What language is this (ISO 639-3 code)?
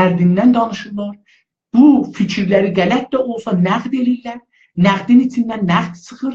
azb